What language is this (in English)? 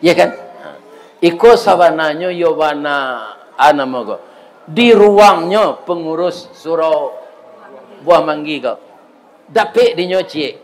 Minangkabau